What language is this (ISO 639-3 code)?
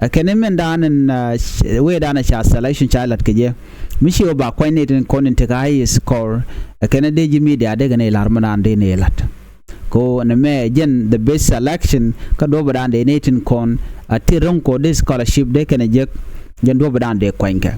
nus